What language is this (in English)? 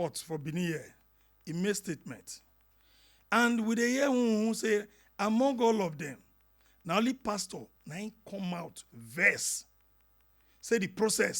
Nigerian Pidgin